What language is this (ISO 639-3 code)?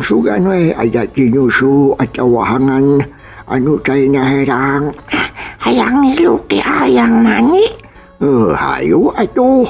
sun